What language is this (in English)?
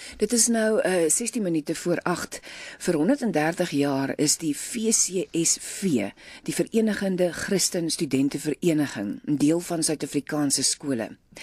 Afrikaans